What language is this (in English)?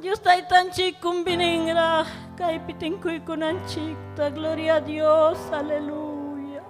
Ayacucho Quechua